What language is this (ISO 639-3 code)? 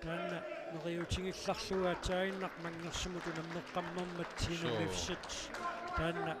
kal